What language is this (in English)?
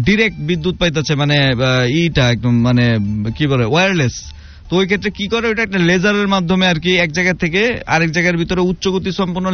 Bangla